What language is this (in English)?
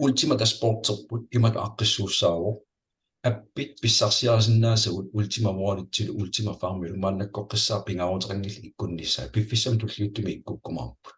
Kalaallisut